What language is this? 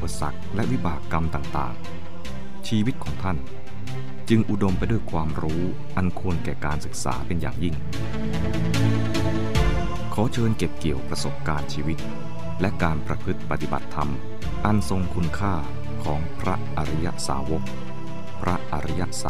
Thai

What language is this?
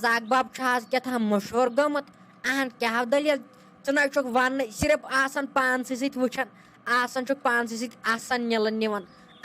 Kashmiri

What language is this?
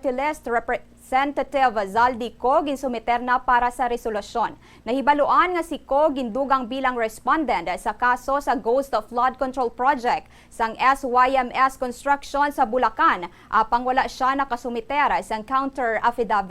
Hiligaynon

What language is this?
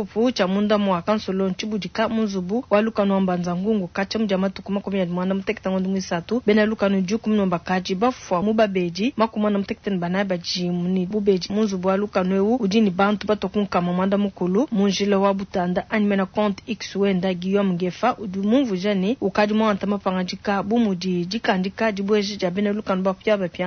Luba-Lulua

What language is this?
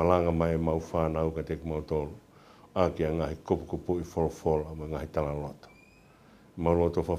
Tongan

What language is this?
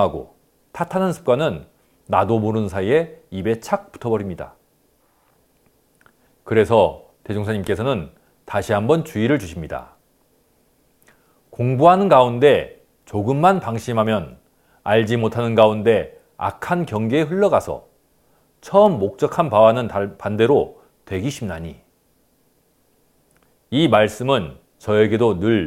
Korean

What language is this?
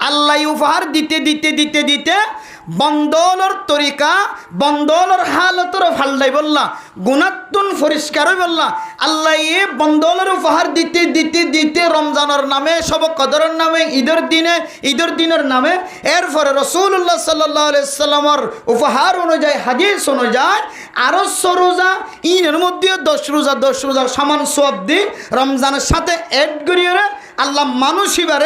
Rohingya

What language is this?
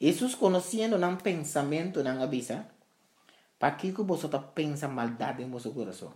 Papiamento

